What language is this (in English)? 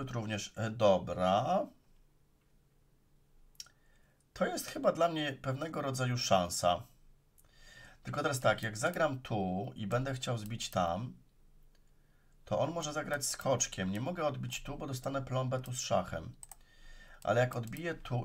Polish